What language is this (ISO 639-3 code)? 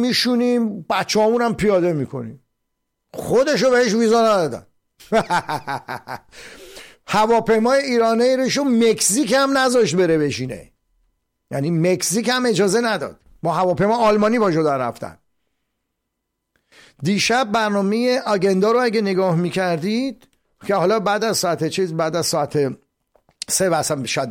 fas